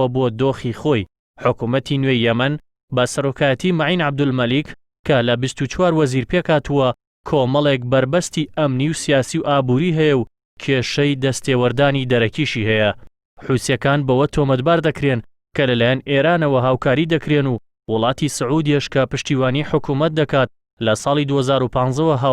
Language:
Central Kurdish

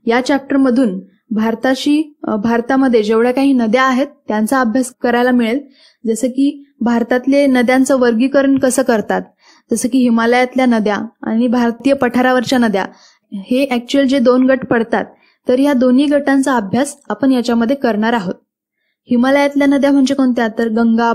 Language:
Marathi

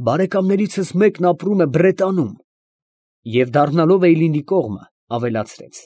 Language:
Armenian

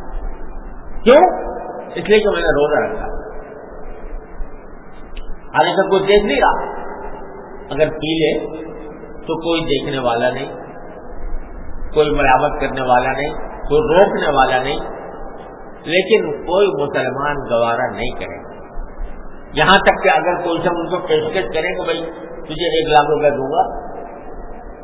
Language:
Urdu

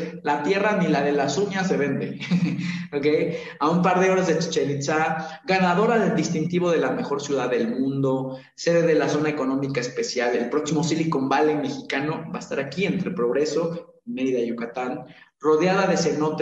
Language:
Spanish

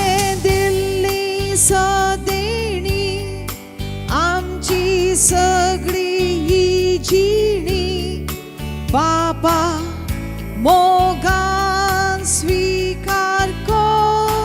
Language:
Konkani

